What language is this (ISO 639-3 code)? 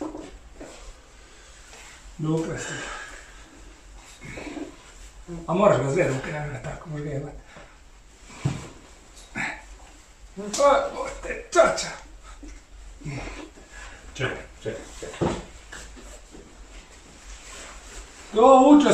hrv